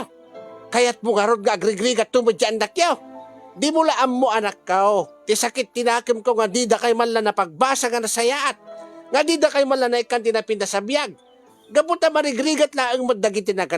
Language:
Iloko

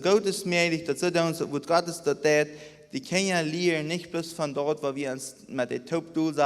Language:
Plautdietsch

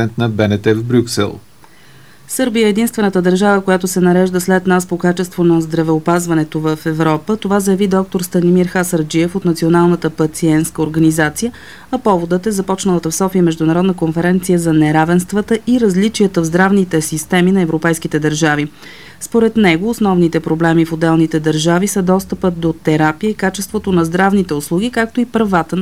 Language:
Bulgarian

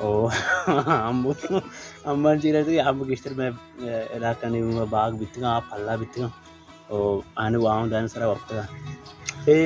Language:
Baluchi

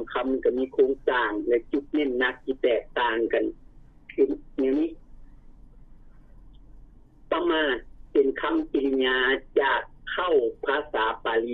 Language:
Lao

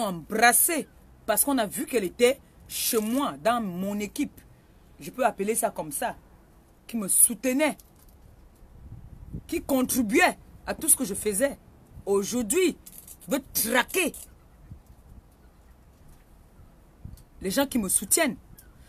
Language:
French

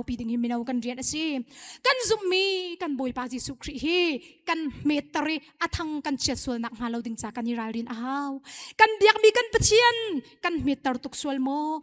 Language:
Hakha Chin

